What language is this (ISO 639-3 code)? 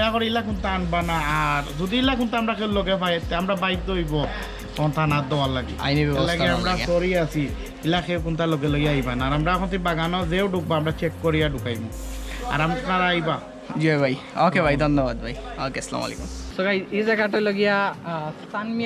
syl